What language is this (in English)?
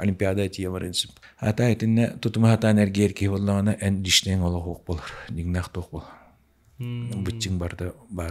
Yakut